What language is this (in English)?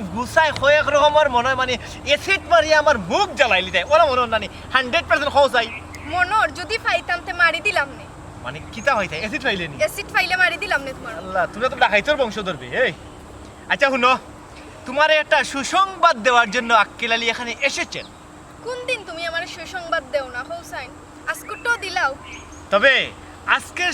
Sylheti